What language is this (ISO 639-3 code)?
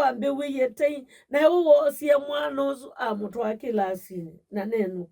kam